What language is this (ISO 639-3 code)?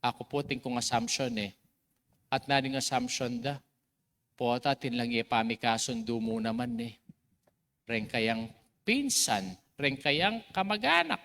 pam